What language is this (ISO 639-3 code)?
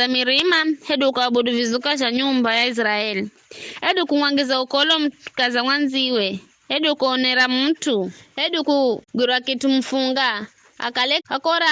nyf